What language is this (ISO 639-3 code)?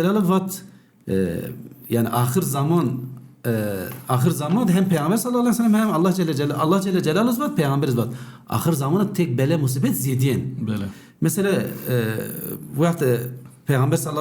zza